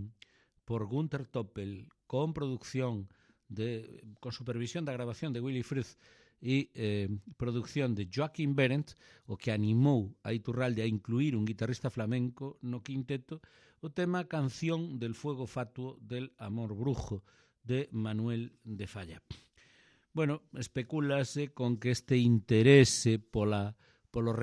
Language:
Galician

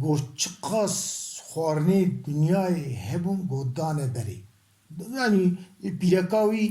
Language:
Kurdish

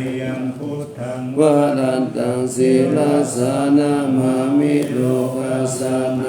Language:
Pali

